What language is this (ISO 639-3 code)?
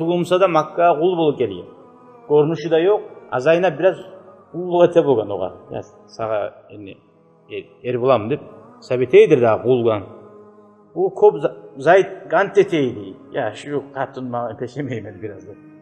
kum